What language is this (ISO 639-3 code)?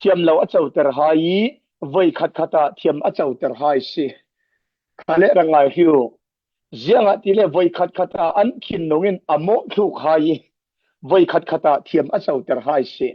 cfm